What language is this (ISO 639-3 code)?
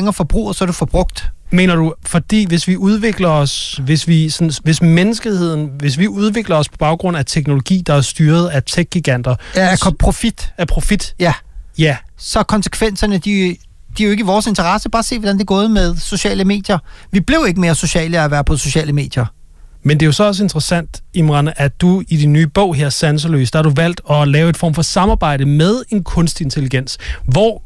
dan